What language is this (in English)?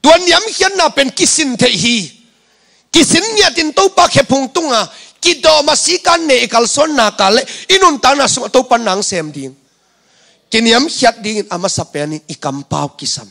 Tedim Chin